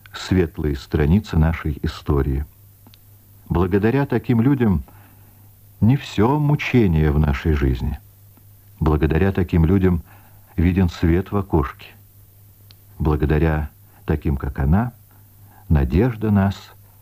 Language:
Russian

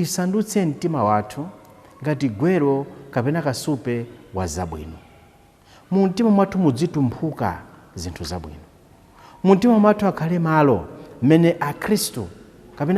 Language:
Nyanja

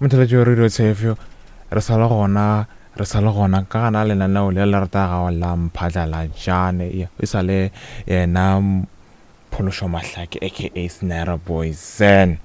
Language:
Northern Sotho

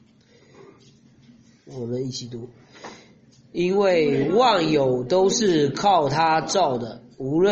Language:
Chinese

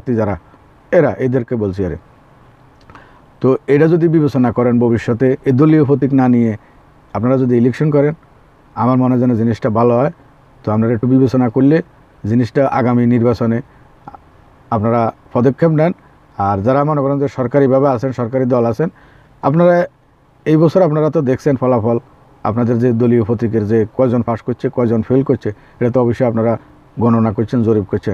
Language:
Bangla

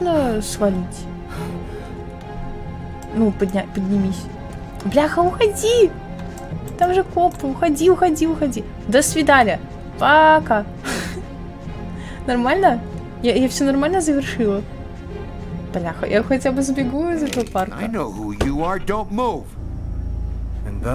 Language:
Russian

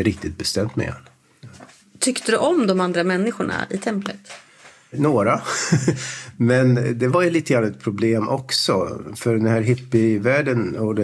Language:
Swedish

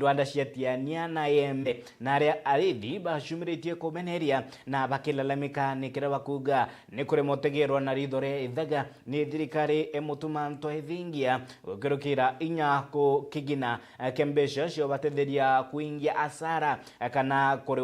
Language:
Meru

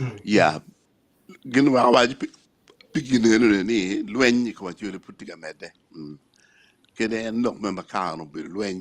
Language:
Acoli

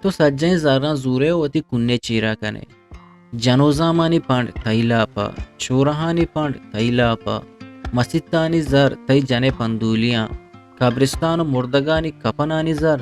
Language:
Eastern Balochi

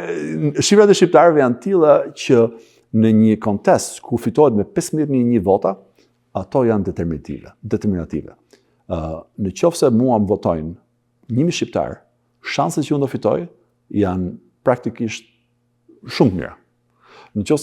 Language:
Albanian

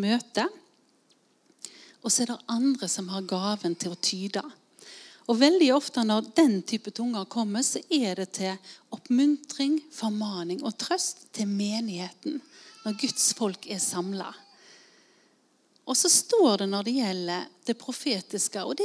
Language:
Norwegian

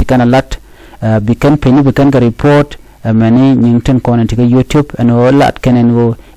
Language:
Nuer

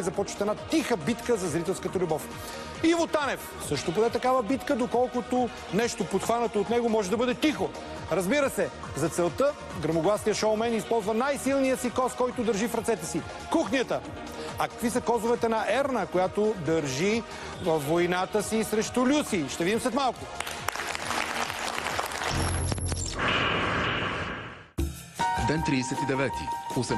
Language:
Bulgarian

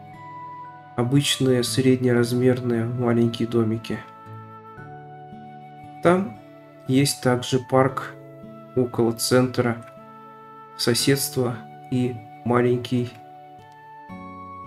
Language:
Russian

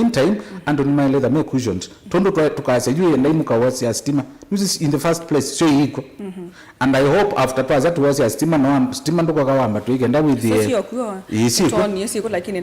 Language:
Kamba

